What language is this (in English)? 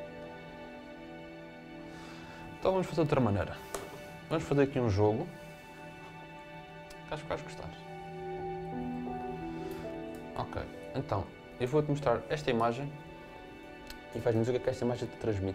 Portuguese